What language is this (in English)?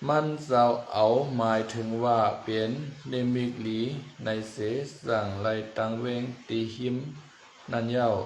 Shan